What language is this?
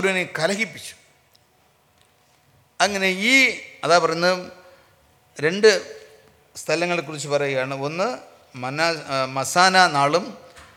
Malayalam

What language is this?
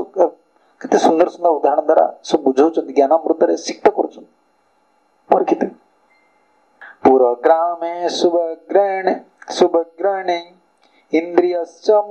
Odia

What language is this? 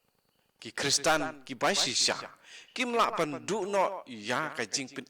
Khasi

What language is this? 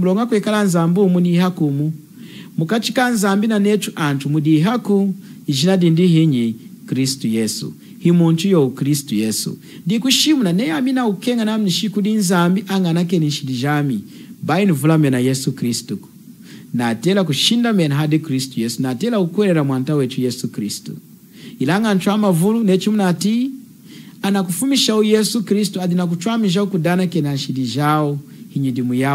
Lunda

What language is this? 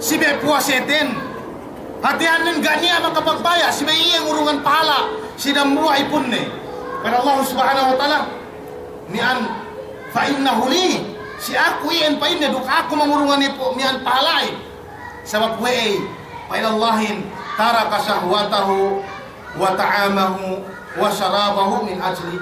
Yakan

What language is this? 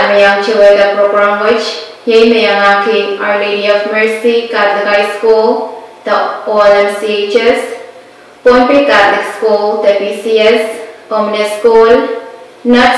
Pohnpeian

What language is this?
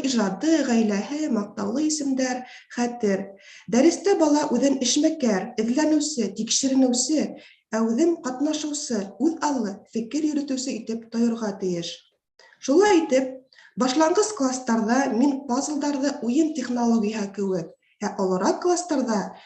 Bashkir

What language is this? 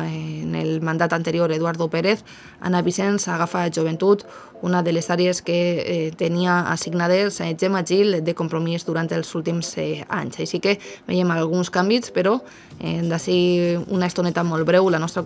Catalan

